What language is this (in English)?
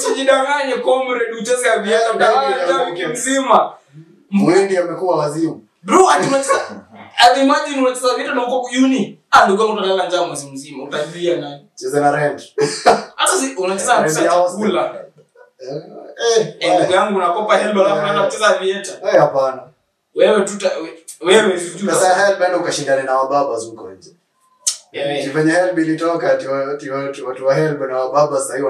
Swahili